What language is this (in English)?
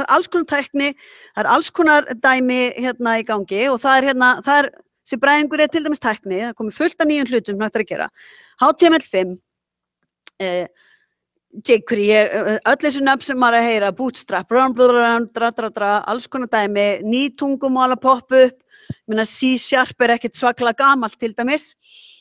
Icelandic